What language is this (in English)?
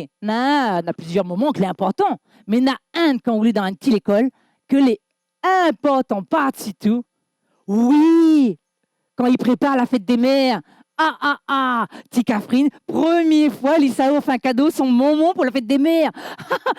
Réunion Creole French